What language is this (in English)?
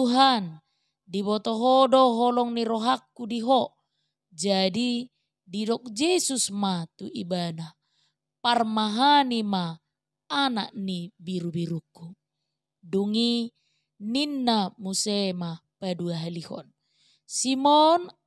Batak Toba